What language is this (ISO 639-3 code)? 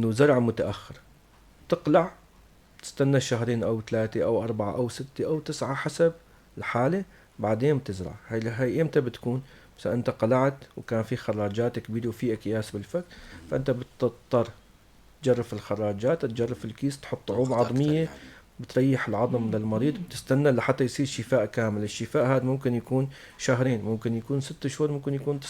apc